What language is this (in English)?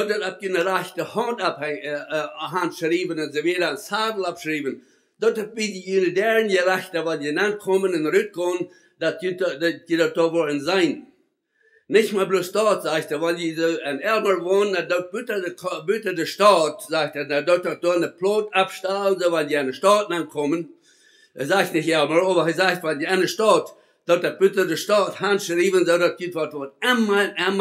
Plautdietsch